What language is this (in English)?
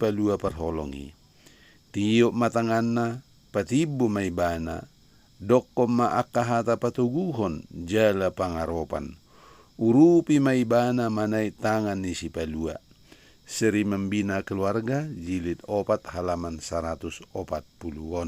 Batak Toba